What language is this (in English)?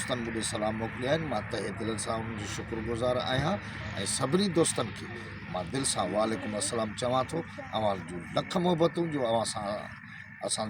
Sindhi